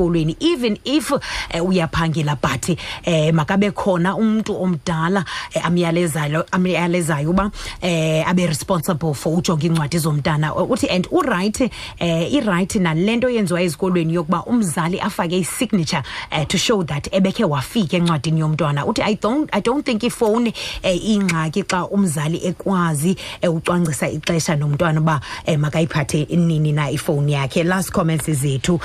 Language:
Xhosa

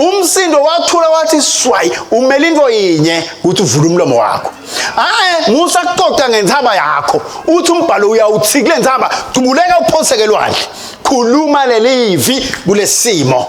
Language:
Swati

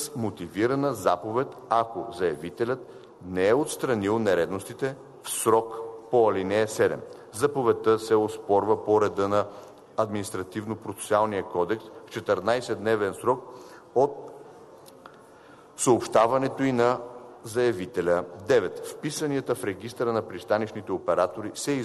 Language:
Bulgarian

